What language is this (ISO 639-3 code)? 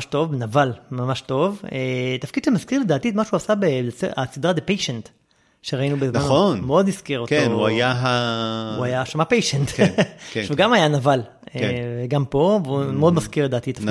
heb